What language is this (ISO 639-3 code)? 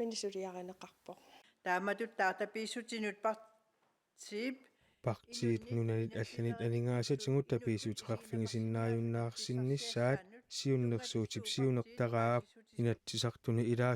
kal